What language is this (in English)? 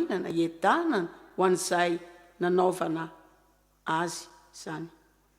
Malagasy